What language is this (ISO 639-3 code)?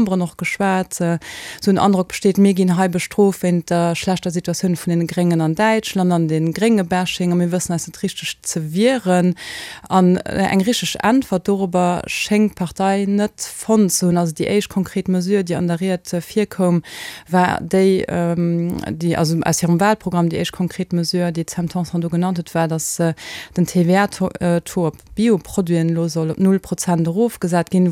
ltz